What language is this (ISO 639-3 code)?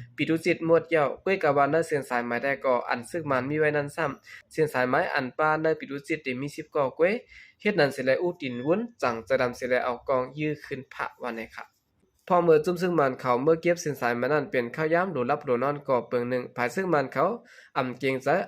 shn